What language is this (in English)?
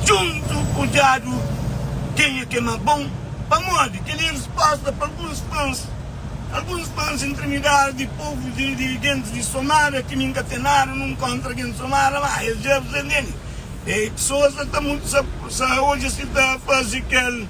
Kabuverdianu